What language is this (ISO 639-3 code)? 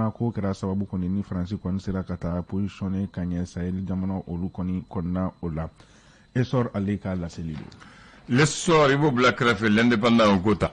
bam